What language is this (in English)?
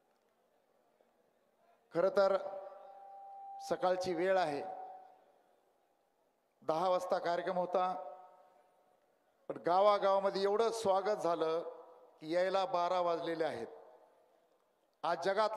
Marathi